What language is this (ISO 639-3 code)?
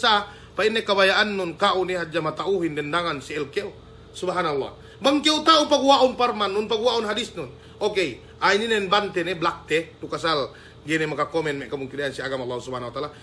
yka